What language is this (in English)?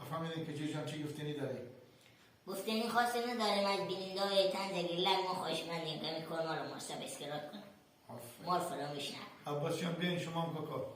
Hazaragi